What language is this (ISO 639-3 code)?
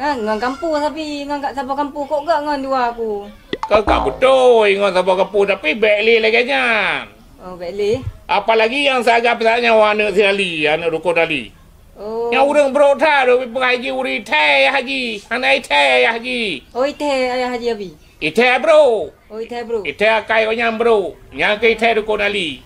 ace